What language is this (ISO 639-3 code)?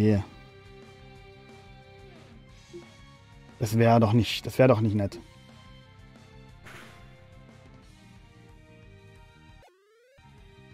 deu